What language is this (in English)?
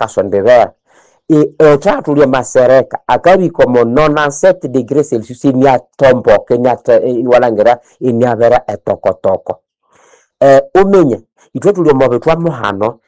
Nande